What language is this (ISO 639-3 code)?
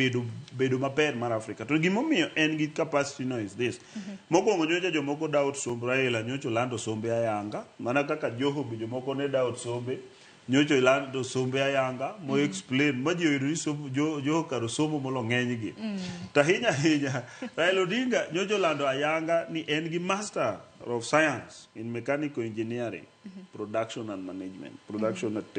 luo